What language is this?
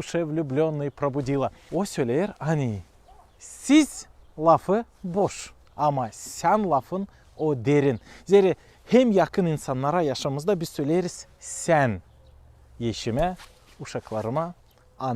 Gagauz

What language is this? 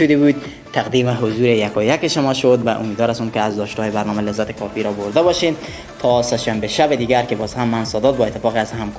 Persian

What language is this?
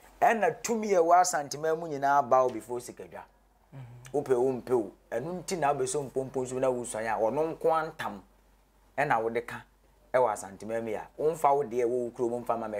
Akan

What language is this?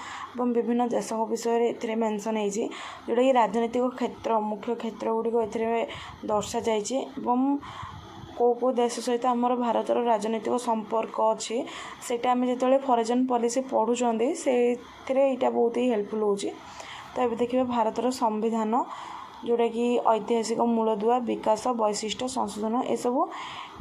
Odia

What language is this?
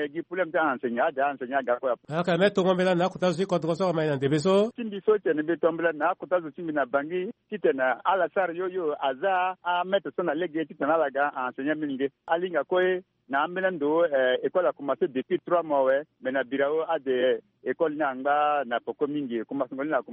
Sango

